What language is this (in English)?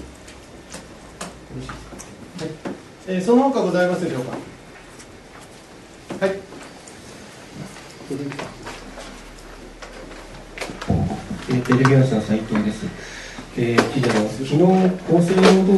Japanese